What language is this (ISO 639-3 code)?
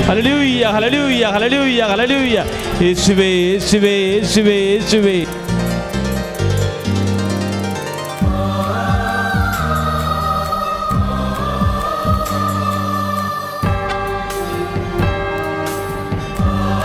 mal